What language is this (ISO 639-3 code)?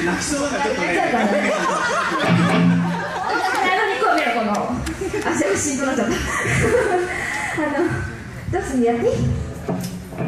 jpn